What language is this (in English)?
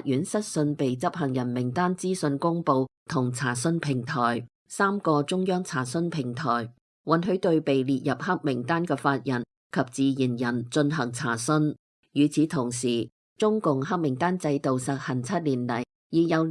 Cantonese